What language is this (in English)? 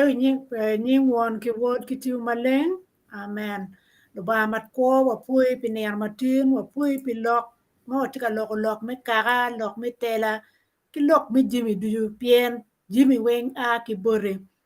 Acoli